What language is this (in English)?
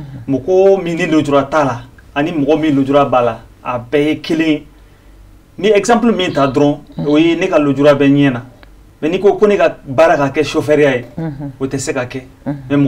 Bambara